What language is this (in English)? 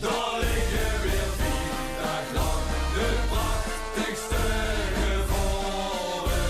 Limburgish